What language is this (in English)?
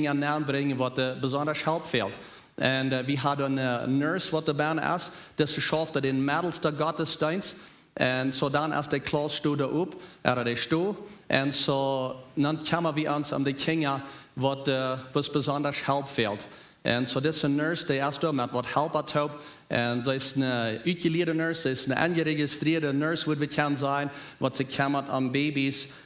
Plautdietsch